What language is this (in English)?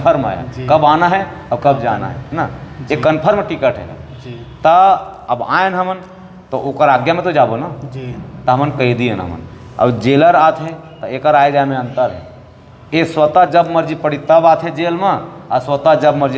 Chhattisgarhi